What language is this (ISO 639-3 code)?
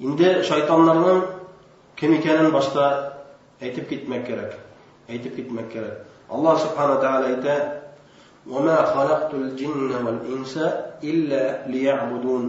bak